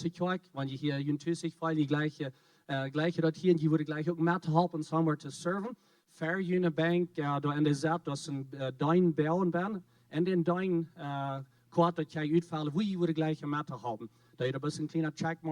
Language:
Plautdietsch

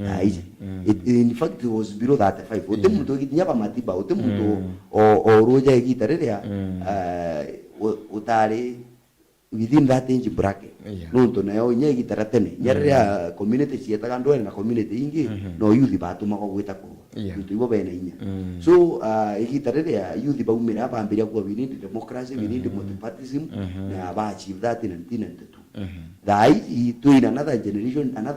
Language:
Meru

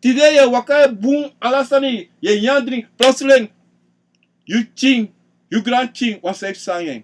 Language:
Sranan Tongo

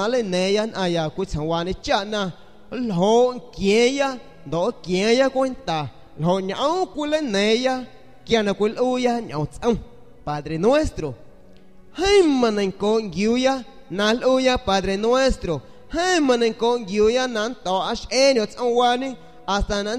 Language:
San Pedro Amuzgos Amuzgo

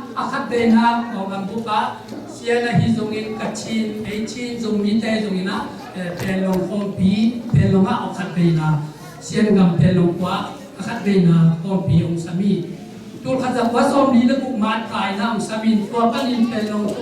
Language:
Tedim Chin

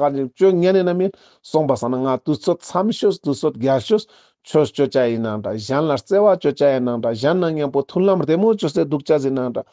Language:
Ladakhi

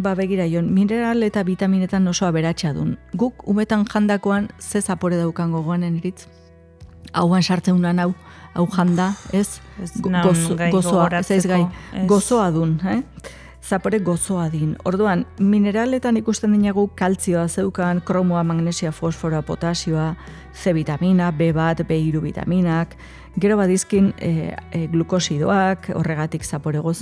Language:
Basque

